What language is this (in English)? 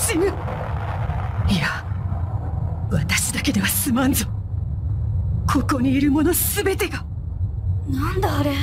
Japanese